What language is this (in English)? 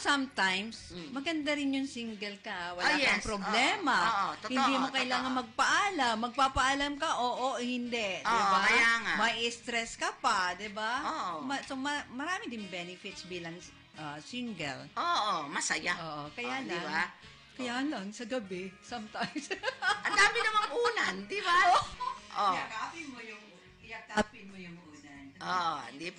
Filipino